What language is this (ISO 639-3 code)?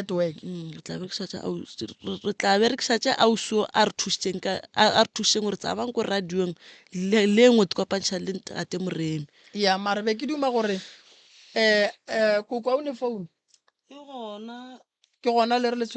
nso